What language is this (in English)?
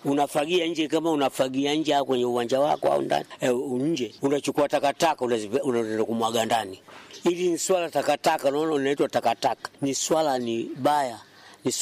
Swahili